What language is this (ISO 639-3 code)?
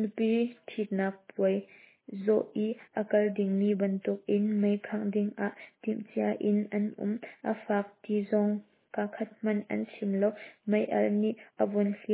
cnh